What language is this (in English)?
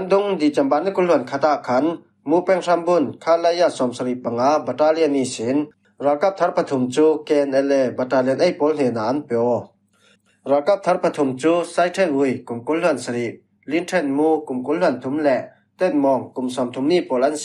Falam Chin